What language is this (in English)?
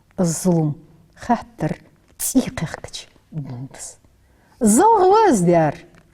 Ingush